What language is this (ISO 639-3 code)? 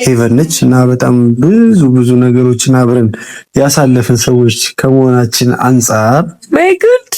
amh